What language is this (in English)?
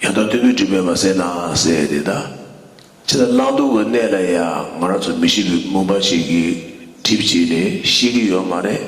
Tibetan